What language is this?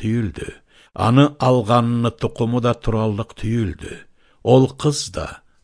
Karachay-Balkar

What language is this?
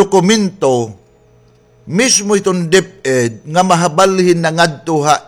Waray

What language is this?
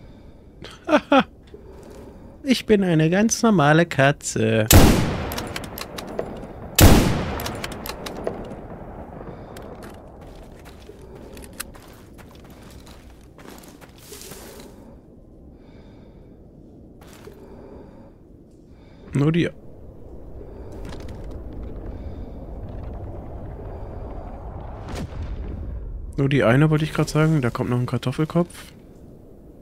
German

